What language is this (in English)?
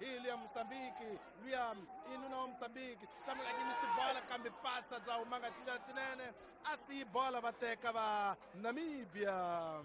Tsonga